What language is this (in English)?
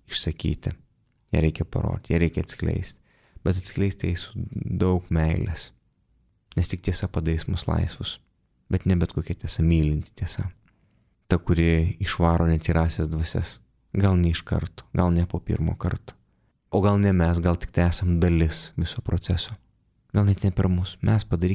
Lithuanian